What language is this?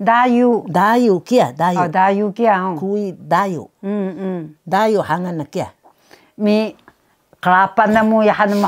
Taroko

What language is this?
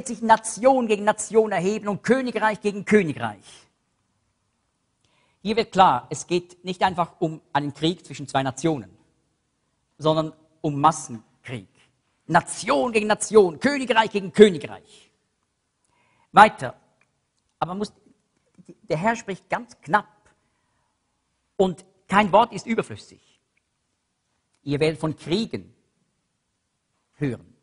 German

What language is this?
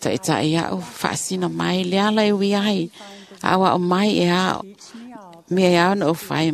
Samoan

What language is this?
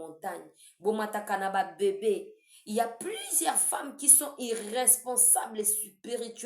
Lingala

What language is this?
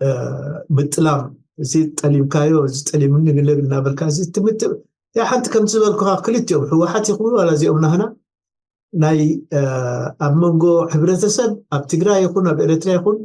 Tigrinya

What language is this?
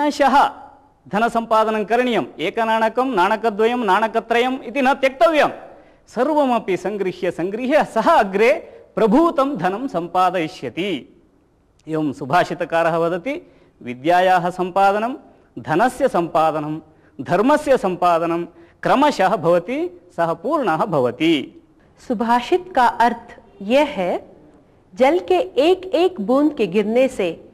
Sanskrit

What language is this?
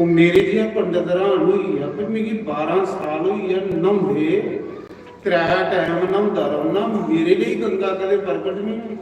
Dogri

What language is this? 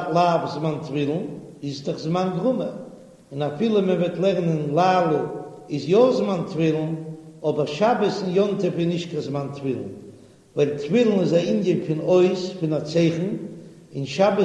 Yiddish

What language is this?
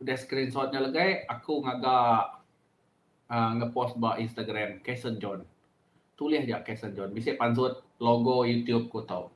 Iban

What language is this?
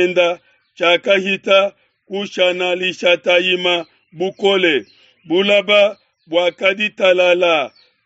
Luba-Lulua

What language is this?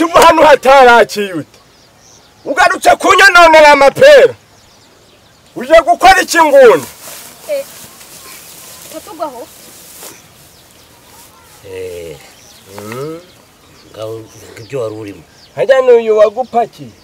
Kinyarwanda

